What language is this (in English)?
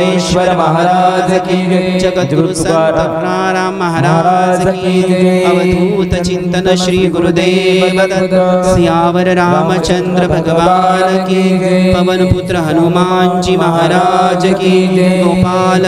Marathi